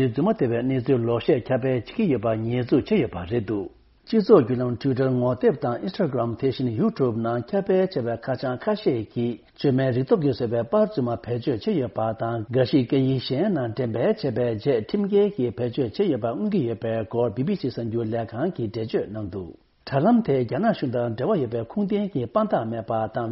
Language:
Tibetan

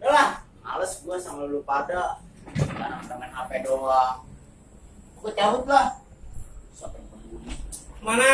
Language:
Betawi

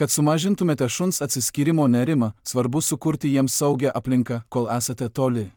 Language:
Lithuanian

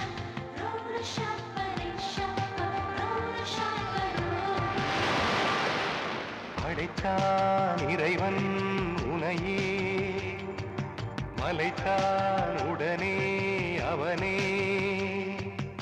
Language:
Tamil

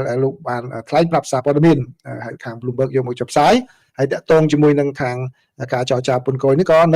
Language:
Khmer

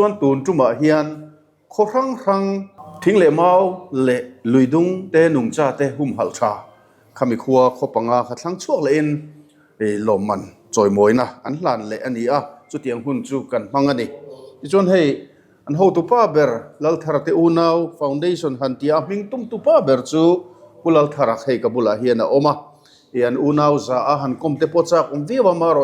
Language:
Mizo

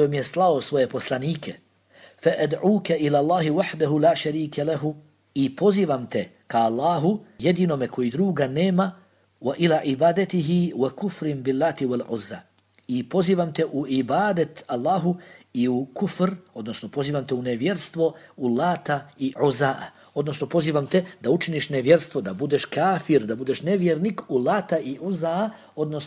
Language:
Bosnian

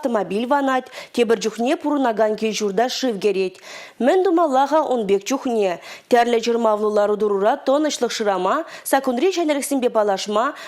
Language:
Chuvash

